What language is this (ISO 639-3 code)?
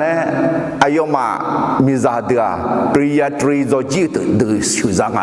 ahk